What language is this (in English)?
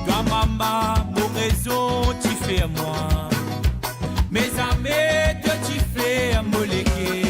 Morisyen